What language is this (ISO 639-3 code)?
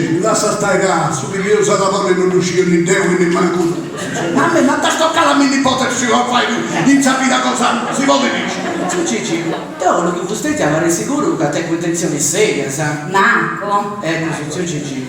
srd